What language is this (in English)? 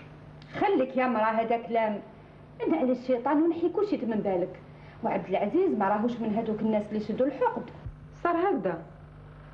Algerian Arabic